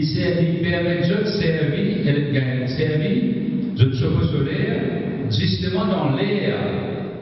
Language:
Morisyen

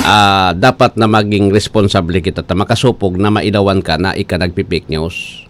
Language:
Bikol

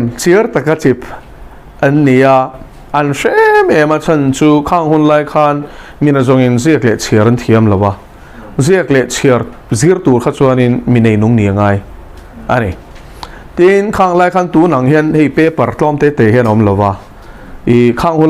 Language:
Mizo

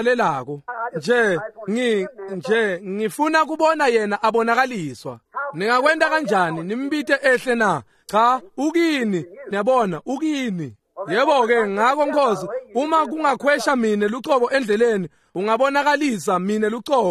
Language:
Swati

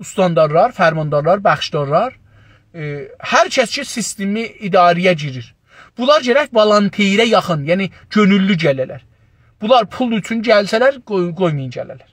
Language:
South Azerbaijani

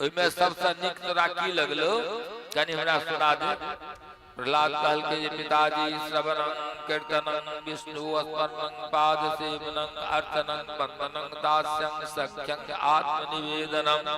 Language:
Maithili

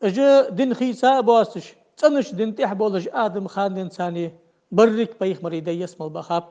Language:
Ingush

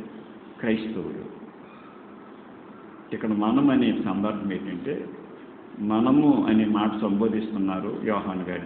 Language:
Telugu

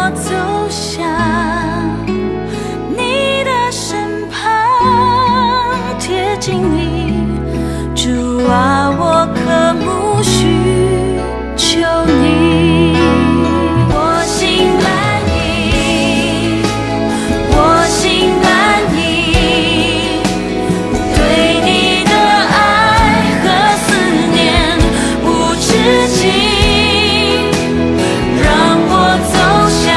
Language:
Chinese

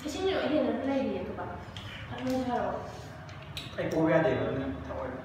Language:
Manipuri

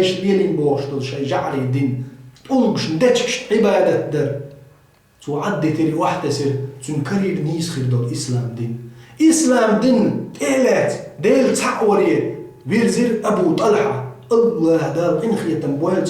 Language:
Chechen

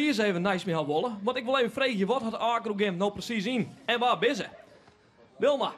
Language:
Western Frisian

